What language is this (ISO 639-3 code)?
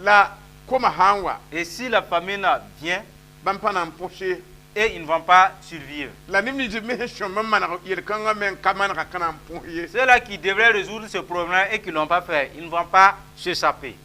mos